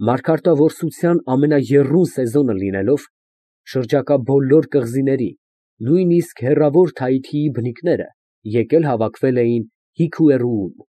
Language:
Armenian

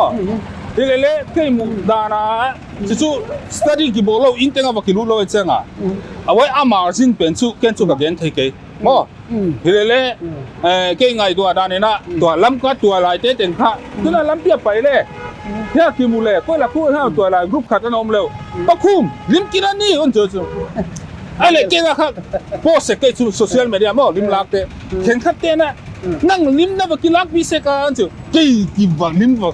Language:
Paite Chin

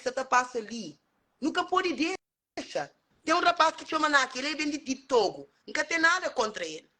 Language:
Kabuverdianu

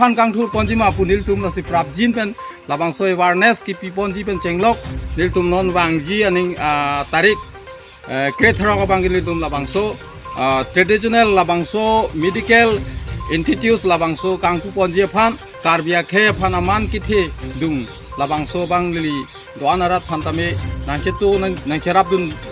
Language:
Karbi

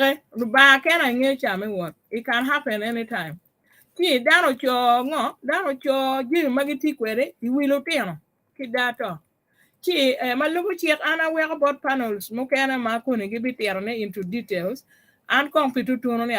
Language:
Acoli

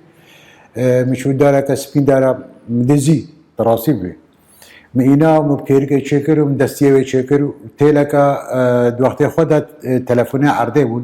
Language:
Kurdish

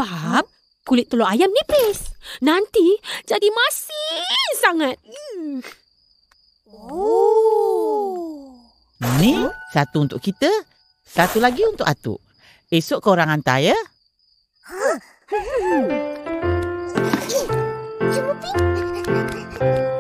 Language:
Malay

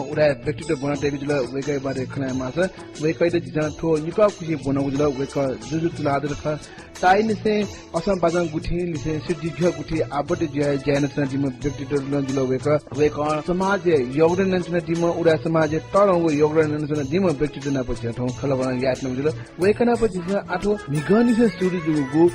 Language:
Newari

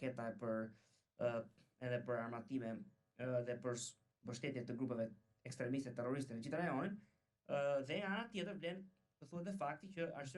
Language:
Albanian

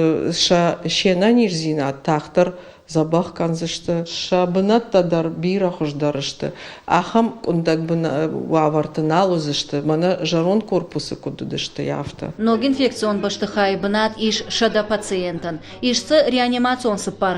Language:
Ossetic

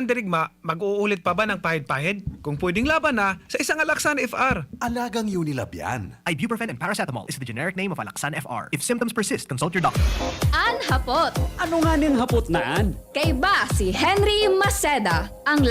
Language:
Bikol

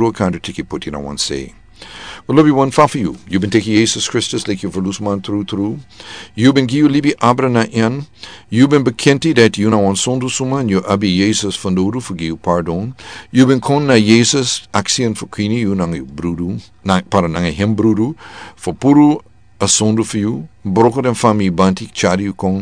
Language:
Sranan Tongo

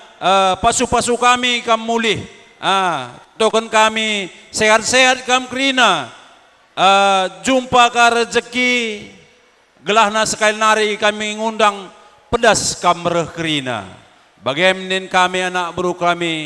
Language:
Batak Karo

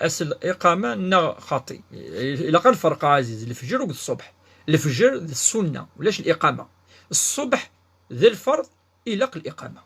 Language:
Kabyle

